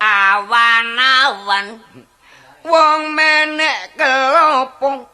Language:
Javanese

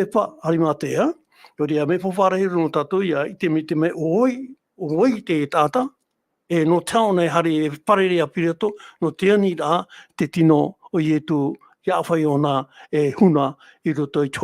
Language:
Tahitian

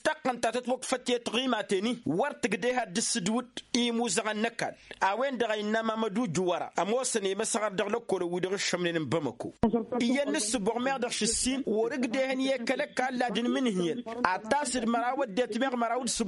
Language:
Tamasheq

